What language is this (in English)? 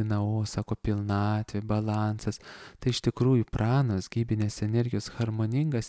Lithuanian